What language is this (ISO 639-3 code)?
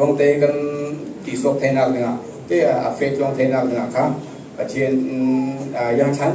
cfm